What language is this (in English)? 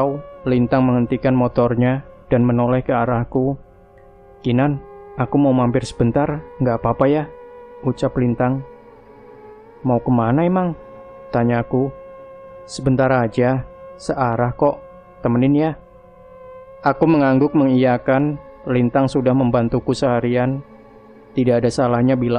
Indonesian